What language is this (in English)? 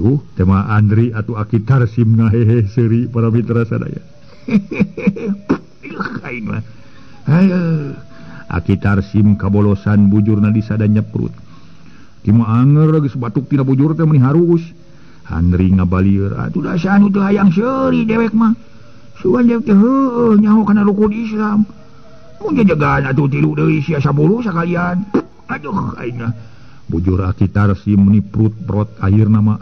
Sundanese